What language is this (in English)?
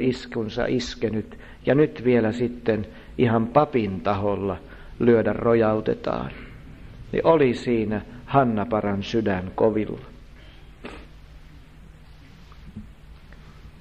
Finnish